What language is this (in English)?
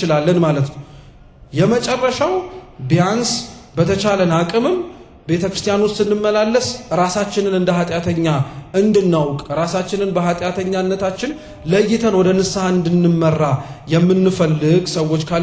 Amharic